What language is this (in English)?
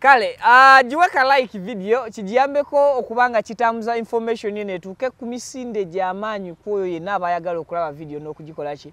Ganda